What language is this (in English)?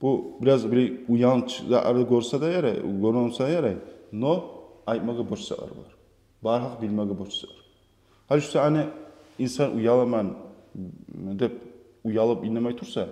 Kumyk